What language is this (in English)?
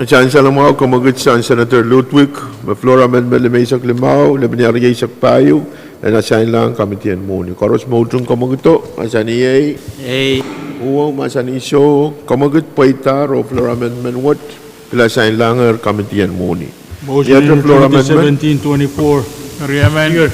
Pohnpeian